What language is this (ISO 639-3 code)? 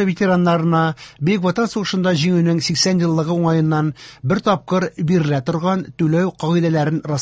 tat